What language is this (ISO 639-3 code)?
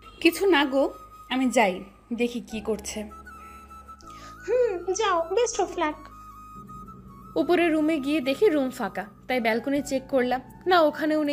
ben